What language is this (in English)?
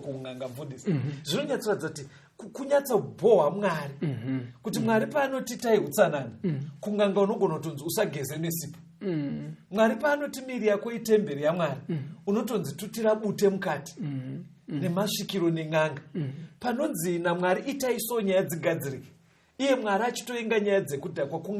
Shona